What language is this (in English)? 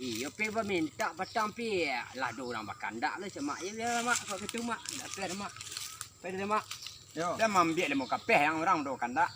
Minangkabau